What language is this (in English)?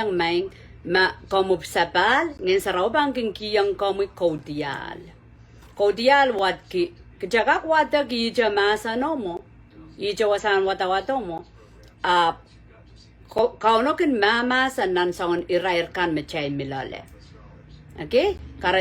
Pohnpeian